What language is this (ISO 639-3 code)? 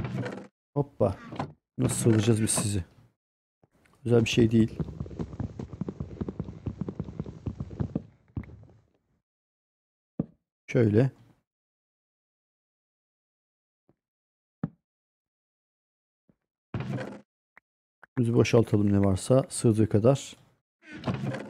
tur